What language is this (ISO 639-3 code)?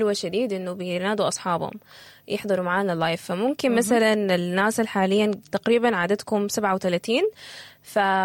apd